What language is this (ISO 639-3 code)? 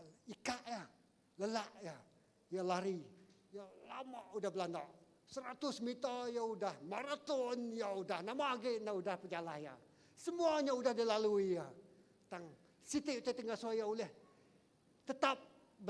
iba